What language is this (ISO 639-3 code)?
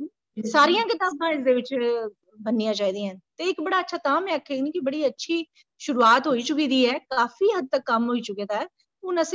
doi